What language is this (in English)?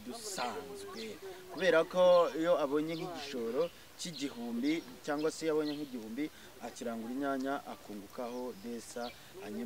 Kinyarwanda